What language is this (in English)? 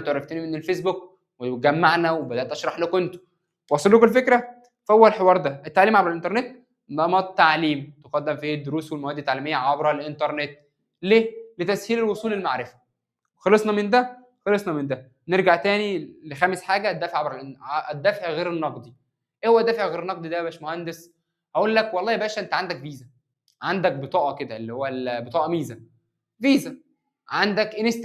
Egyptian Arabic